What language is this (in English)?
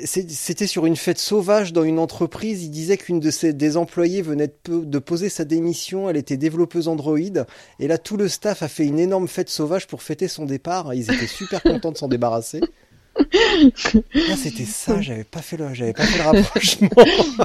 French